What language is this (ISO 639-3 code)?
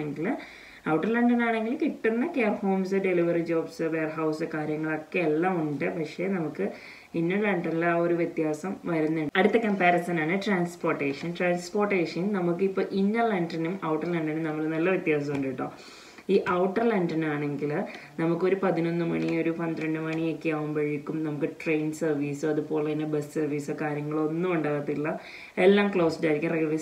mal